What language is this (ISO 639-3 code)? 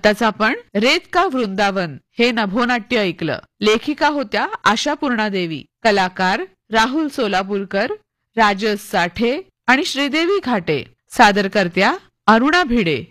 mar